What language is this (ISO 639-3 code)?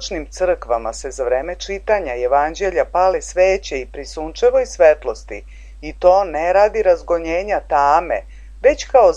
srp